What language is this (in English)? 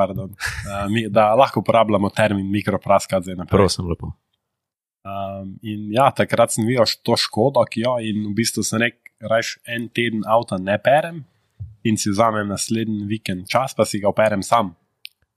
Slovenian